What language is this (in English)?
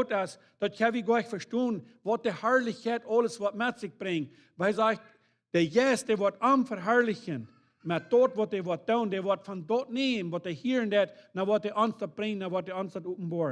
Plautdietsch